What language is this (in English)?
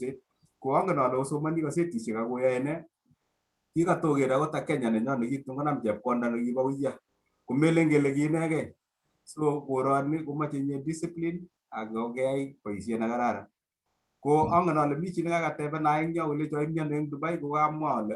Kalenjin